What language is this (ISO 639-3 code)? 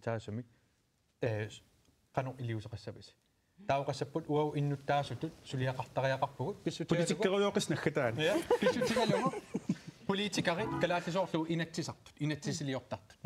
kal